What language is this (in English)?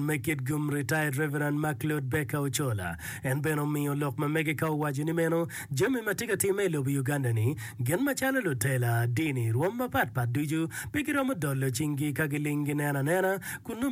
Acoli